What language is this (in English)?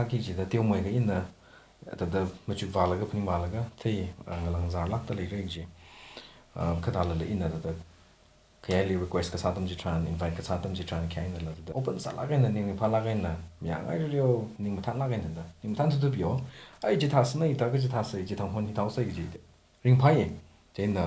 Tangkhul Naga (India)